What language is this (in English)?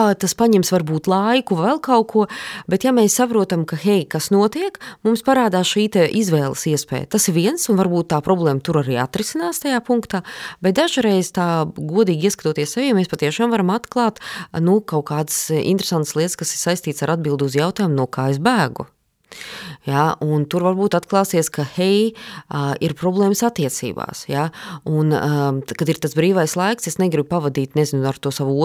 Latvian